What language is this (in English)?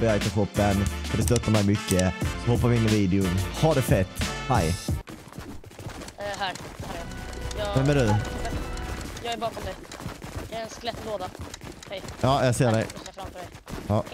Swedish